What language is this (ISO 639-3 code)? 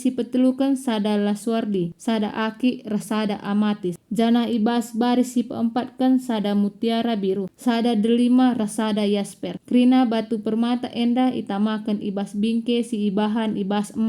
btx